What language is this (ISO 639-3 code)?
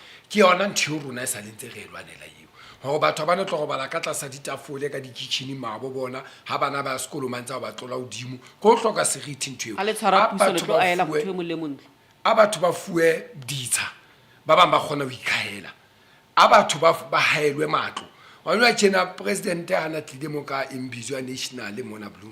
sot